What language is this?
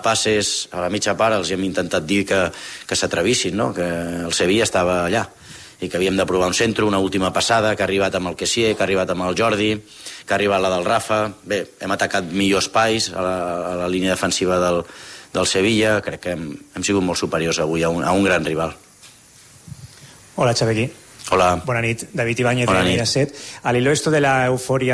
Catalan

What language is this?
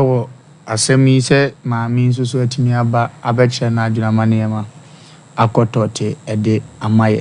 Akan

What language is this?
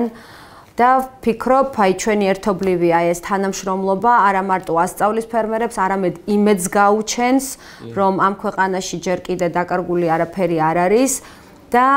Georgian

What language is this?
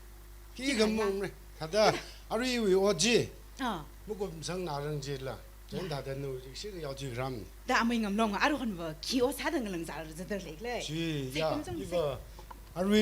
Tangkhul Naga (India)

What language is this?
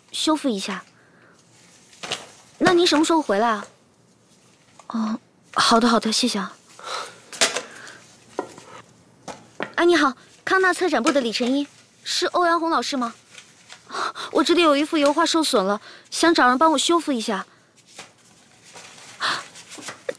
Chinese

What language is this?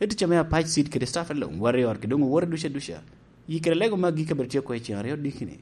Lango (Uganda)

